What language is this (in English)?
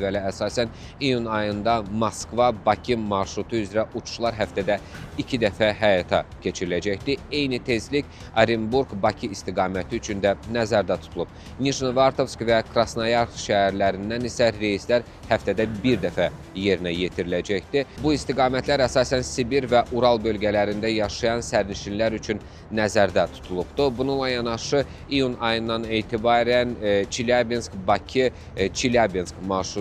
Azerbaijani